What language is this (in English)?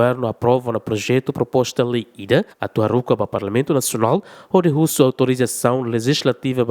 Tetum